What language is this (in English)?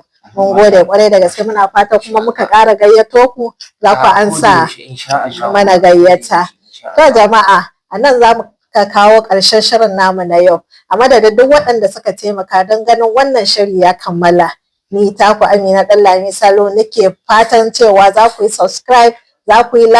Hausa